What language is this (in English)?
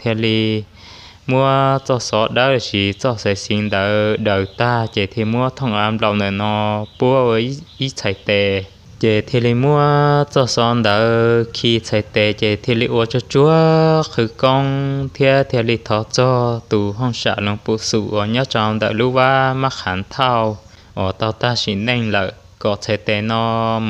Hmong